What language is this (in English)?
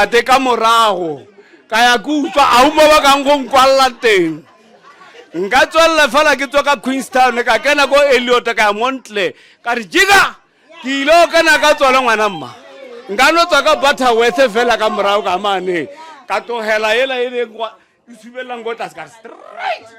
Northern Sotho